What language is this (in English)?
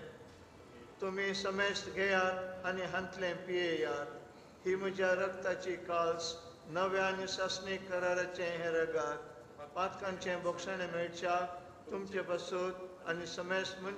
Konkani